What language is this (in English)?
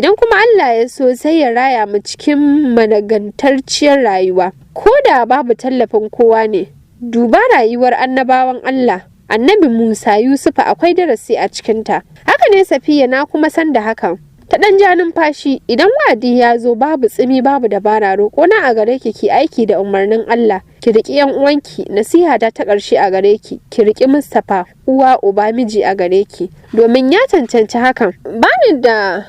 Hausa